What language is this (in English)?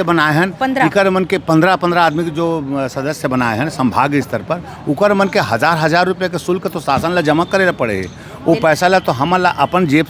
Chhattisgarhi